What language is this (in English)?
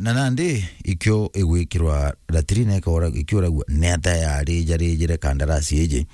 Meru